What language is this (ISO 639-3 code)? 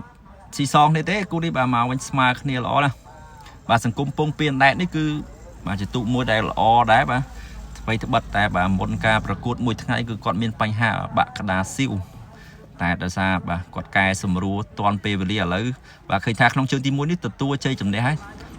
khm